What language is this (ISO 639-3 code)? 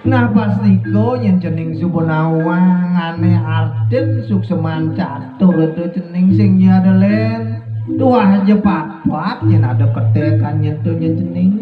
ban